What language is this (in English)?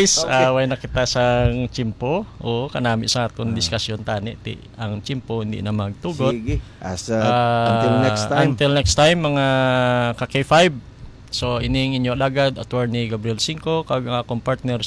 Hiligaynon